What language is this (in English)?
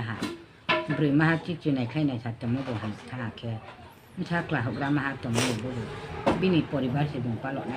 Riang (India)